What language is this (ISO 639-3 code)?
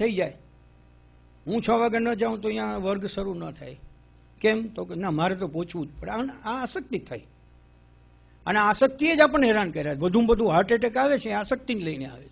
guj